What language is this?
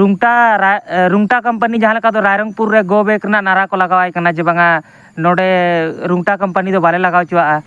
Santali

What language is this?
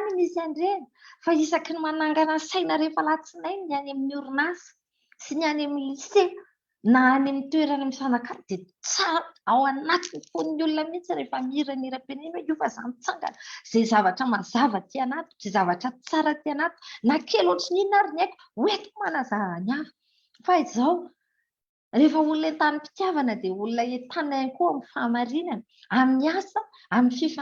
Malagasy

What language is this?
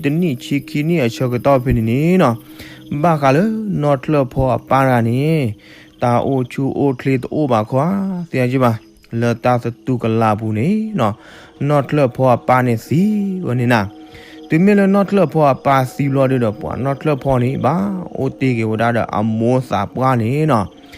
S'gaw Karen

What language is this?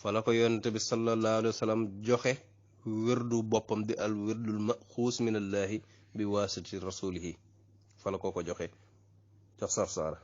Wolof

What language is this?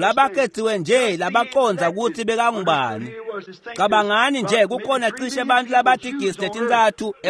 Swati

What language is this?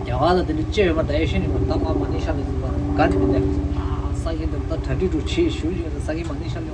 Tibetan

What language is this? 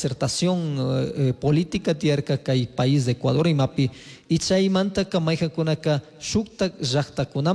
Chimborazo Highland Quichua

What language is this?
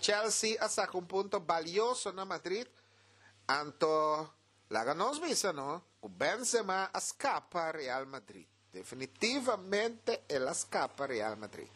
Papiamento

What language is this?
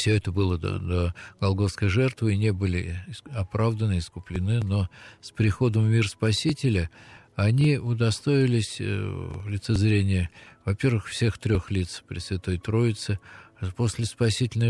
Russian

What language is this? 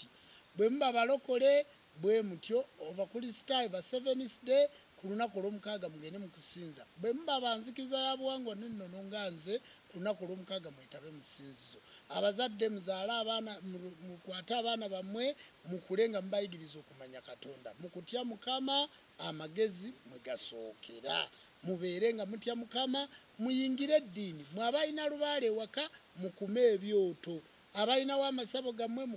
Ganda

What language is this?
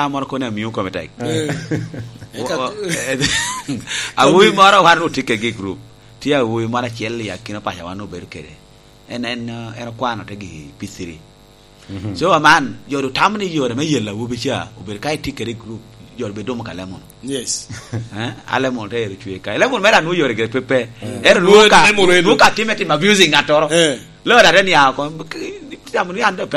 Lango (Uganda)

